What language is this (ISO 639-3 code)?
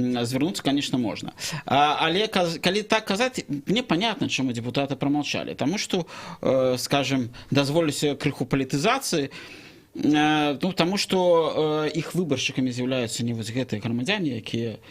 bel